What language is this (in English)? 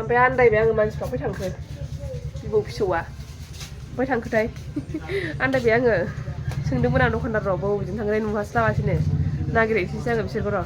Bodo